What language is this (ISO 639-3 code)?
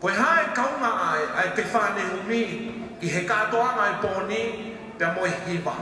ton